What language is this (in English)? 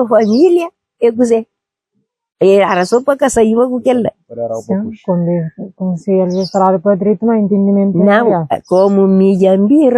Kabuverdianu